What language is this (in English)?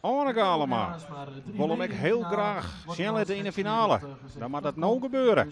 Western Frisian